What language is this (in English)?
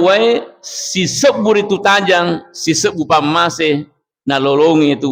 Buginese